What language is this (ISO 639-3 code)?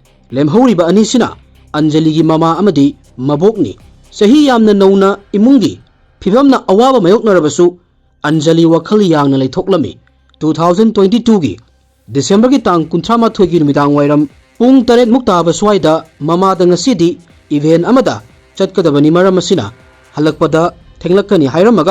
mni